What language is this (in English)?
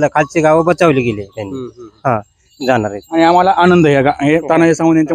Marathi